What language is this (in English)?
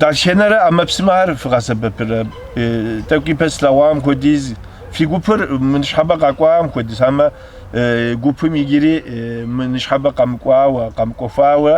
Kabardian